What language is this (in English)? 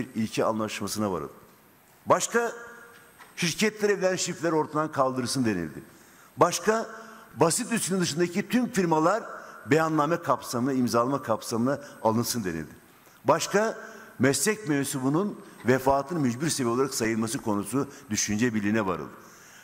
Turkish